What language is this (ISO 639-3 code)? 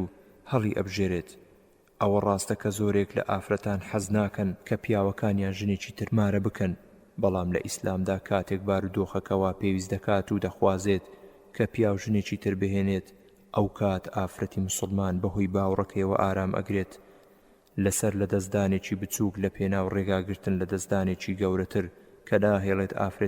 ckb